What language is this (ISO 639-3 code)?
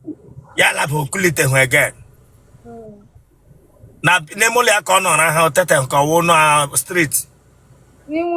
ibo